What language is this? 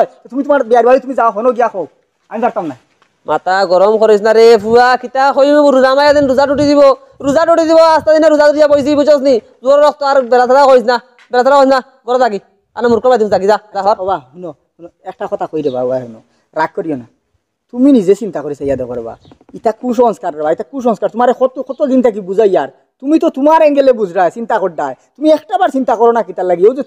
Sylheti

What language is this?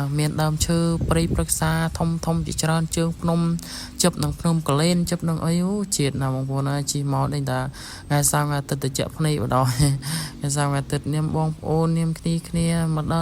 Khmer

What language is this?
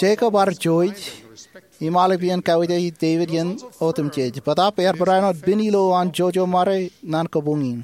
Marshallese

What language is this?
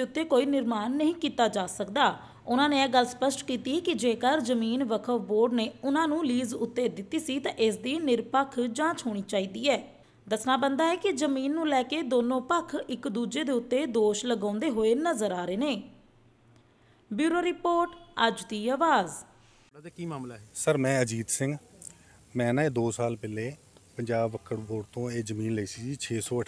Punjabi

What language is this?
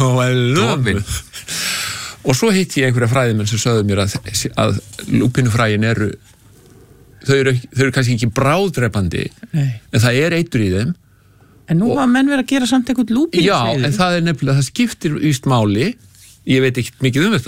Icelandic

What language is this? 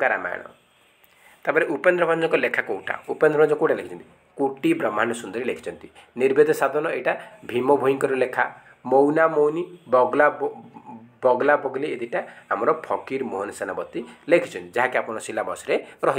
Odia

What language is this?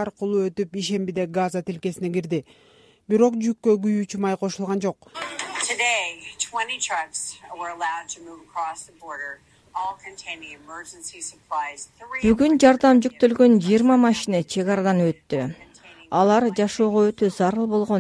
Kyrgyz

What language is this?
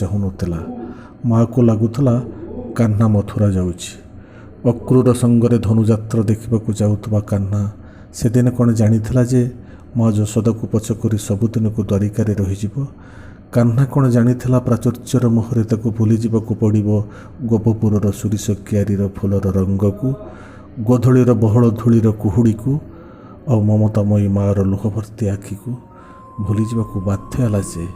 Odia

